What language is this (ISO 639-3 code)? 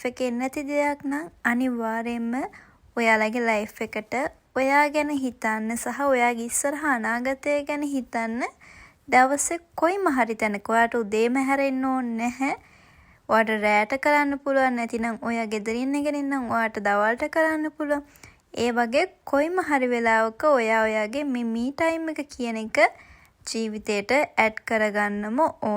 sin